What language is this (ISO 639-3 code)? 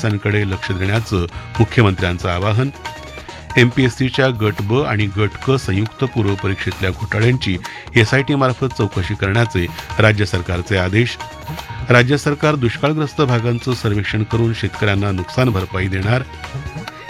mar